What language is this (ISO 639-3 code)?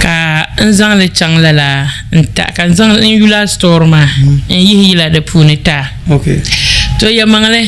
dag